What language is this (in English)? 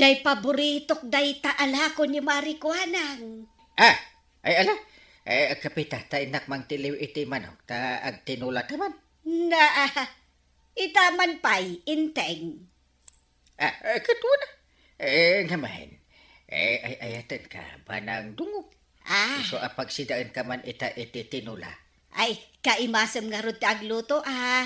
Iloko